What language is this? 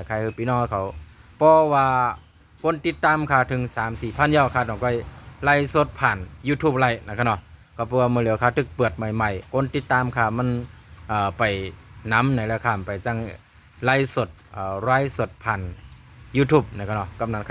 Shan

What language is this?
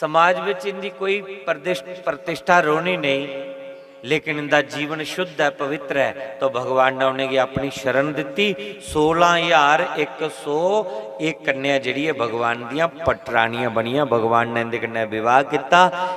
Dogri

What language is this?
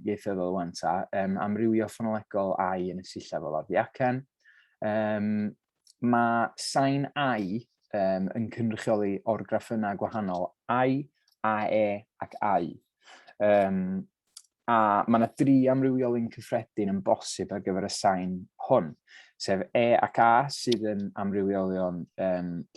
Welsh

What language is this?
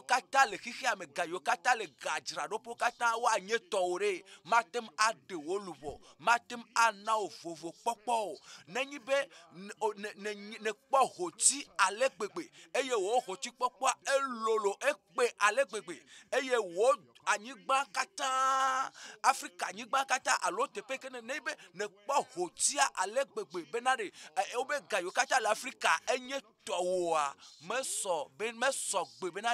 Ewe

